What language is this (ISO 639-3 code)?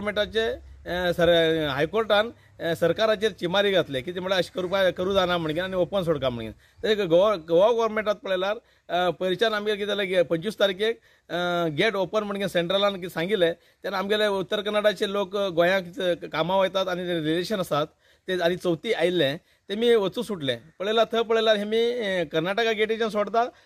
kok